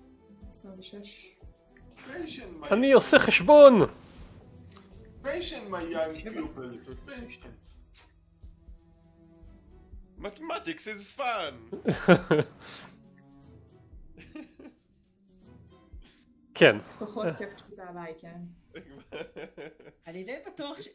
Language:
Hebrew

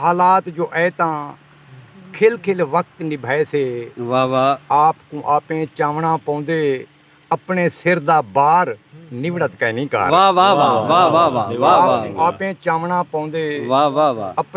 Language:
Saraiki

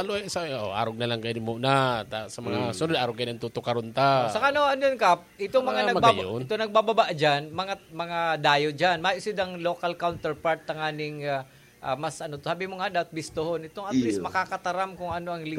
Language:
Bikol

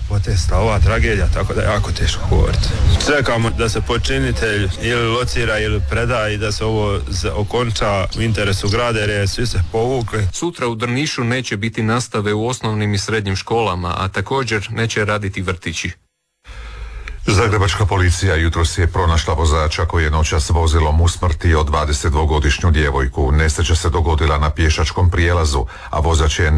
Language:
Croatian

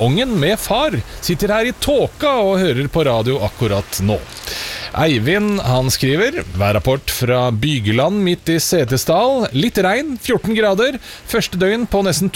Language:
Norwegian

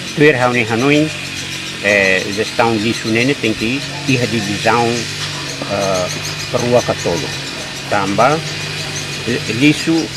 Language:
Tetum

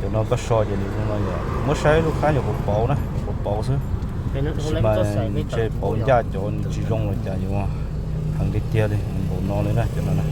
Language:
Hmong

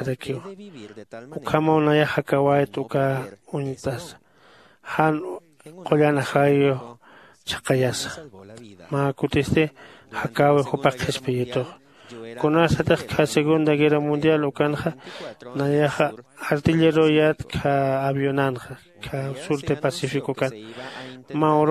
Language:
Aymara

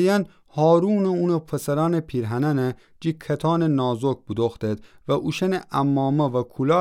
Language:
Gilaki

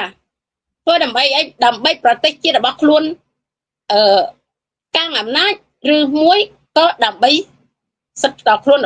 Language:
Khmer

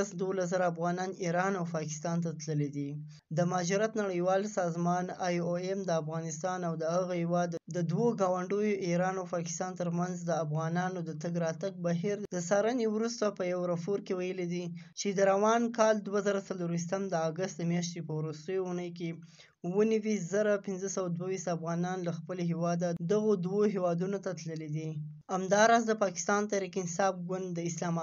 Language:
Pashto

